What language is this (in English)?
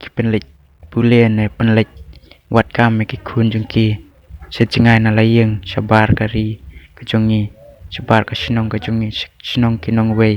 Khasi